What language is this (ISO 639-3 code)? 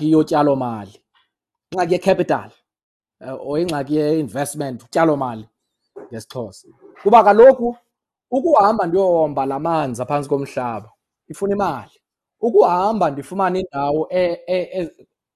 xho